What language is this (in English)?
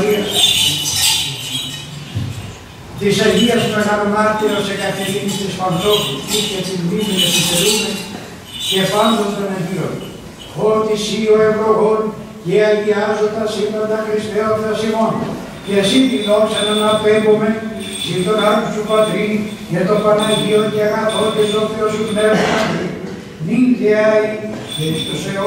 Greek